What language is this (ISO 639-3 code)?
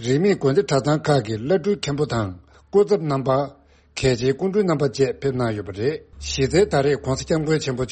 bod